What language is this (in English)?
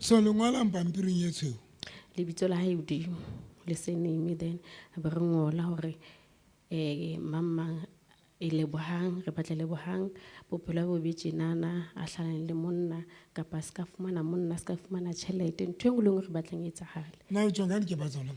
Southern Sotho